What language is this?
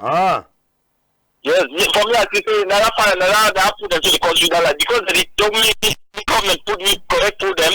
Cameroon Pidgin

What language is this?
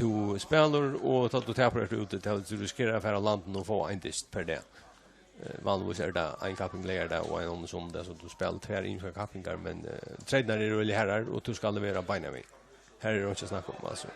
Faroese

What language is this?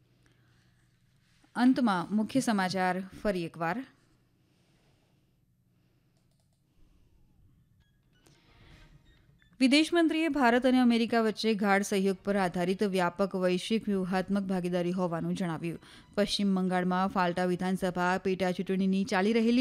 Gujarati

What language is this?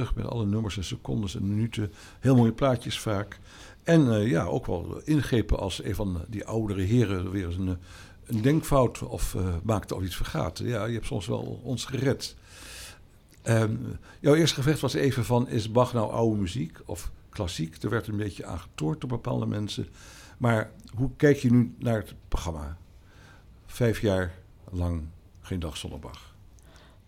Dutch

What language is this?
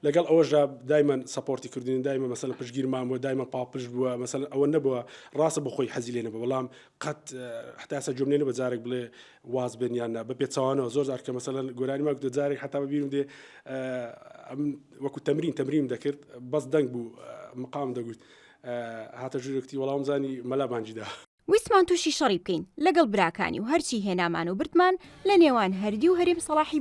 Central Kurdish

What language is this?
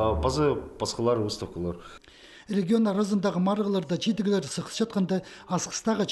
Khakas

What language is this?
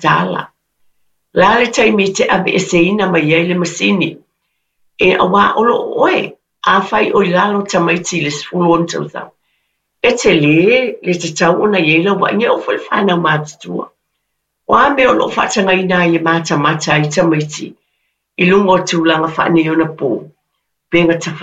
Samoan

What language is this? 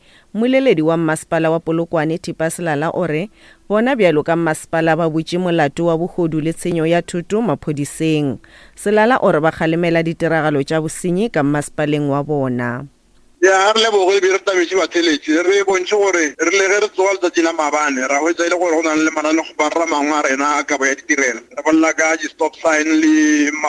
Northern Sotho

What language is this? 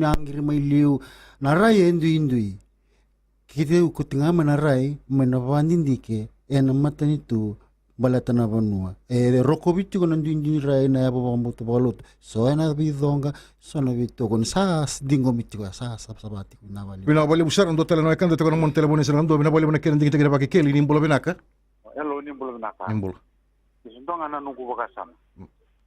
Fijian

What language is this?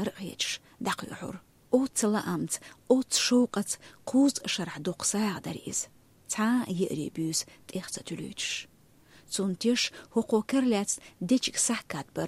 Chechen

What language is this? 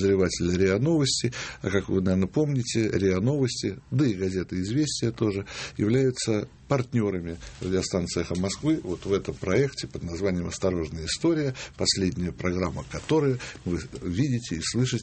Russian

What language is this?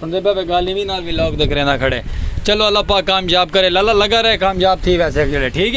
Saraiki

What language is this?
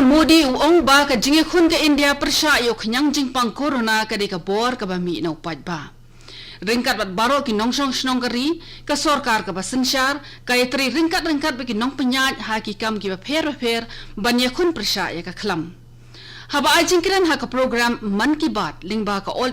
Khasi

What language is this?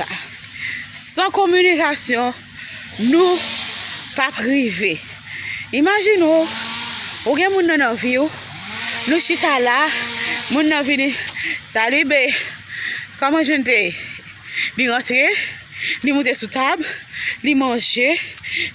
Haitian Creole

